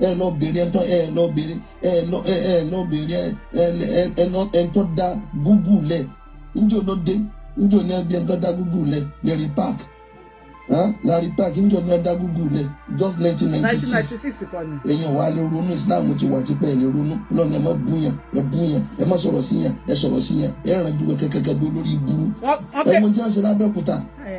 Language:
Yoruba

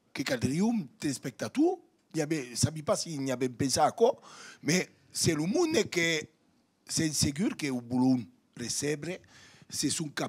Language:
Occitan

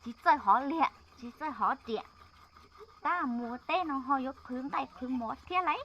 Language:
Hmong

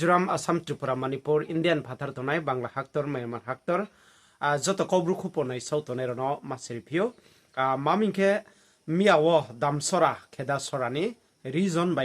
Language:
Riang (India)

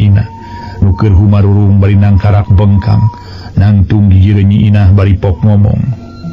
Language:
Sundanese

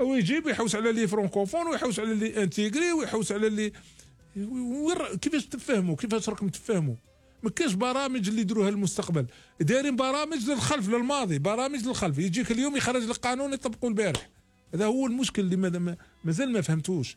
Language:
Algerian Arabic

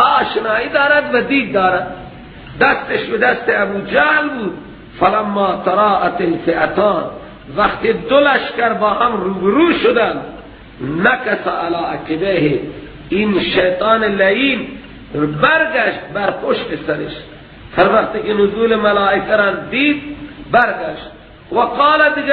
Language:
Persian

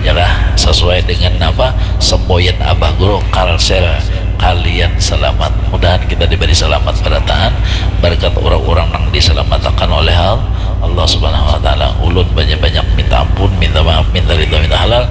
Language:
Banjar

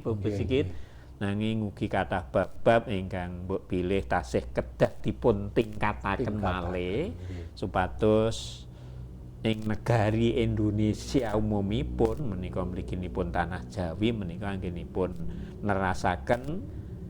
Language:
Javanese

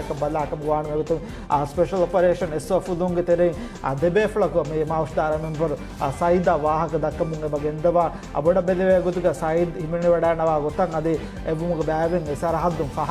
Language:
Divehi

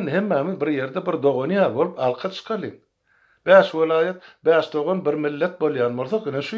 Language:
Turkmen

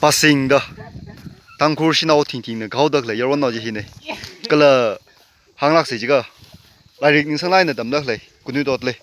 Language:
Tangkhul Naga (India)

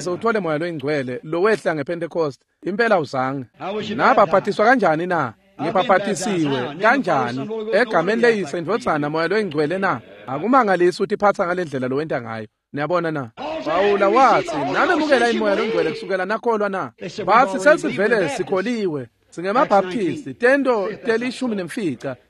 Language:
Swati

